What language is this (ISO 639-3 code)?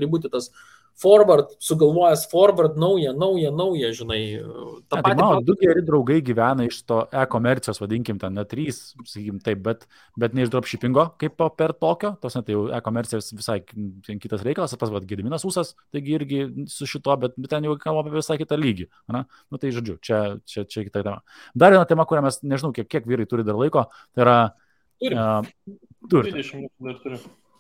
lit